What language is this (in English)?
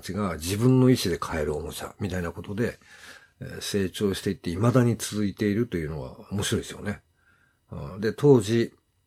Japanese